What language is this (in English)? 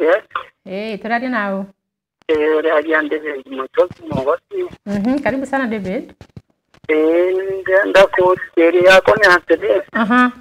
Meru